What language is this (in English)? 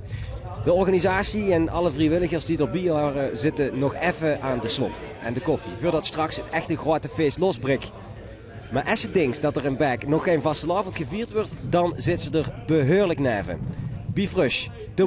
Limburgish